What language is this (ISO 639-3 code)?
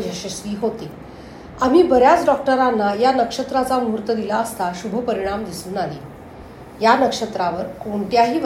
mar